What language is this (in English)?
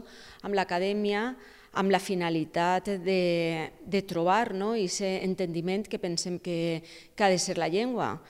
Catalan